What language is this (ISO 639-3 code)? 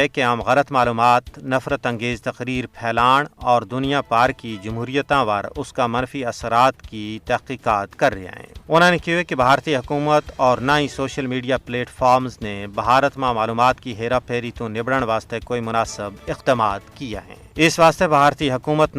gju